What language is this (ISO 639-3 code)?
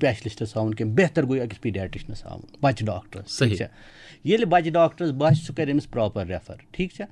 kas